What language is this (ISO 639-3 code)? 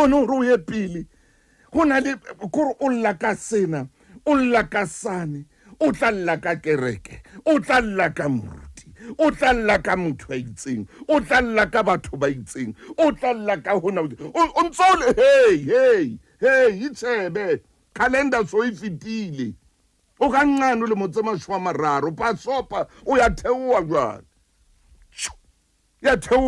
sot